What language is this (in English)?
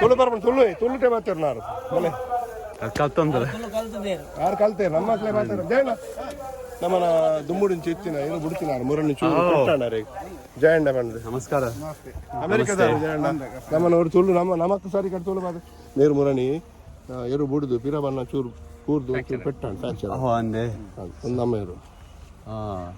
Tulu